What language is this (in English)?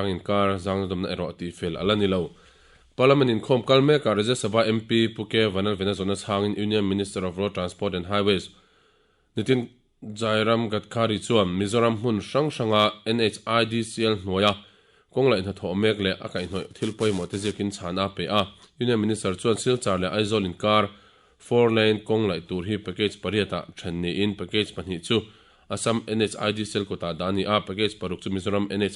Mizo